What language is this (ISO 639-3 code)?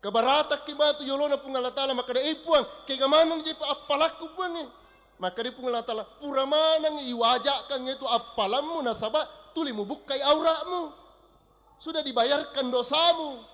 bug